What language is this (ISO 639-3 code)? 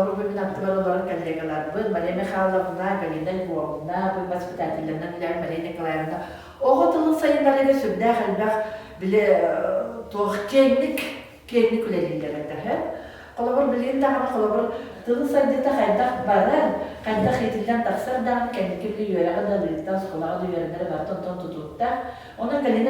sah